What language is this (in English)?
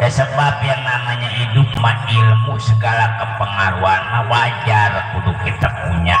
Betawi